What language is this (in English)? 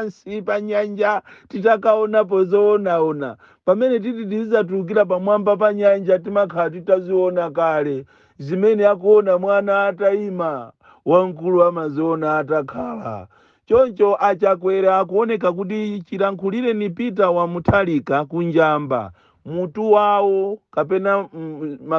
Nyanja